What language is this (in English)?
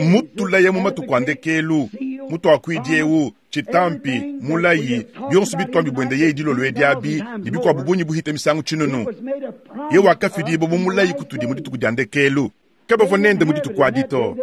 Luba-Lulua